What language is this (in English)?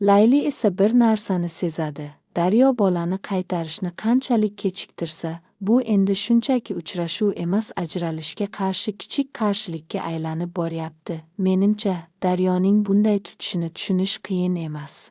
Uzbek